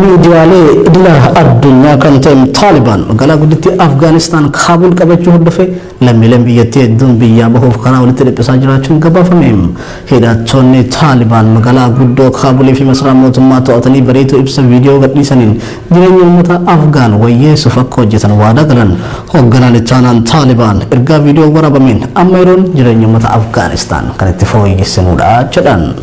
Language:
Oromo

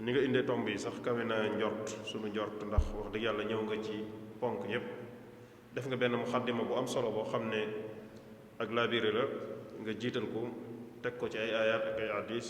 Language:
Wolof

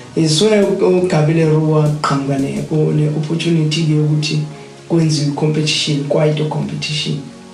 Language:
Zulu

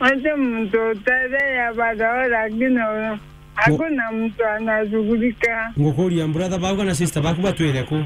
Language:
Meru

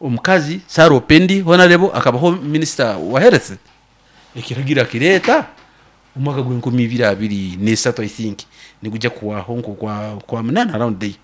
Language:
Nyoro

